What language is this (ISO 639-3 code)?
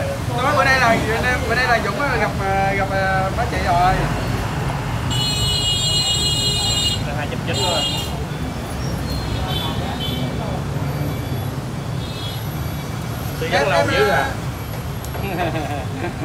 vie